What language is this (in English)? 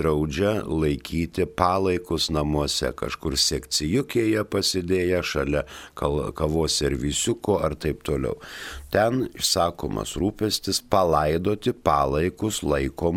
Lithuanian